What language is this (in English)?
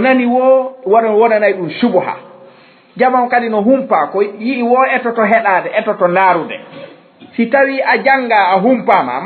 Fula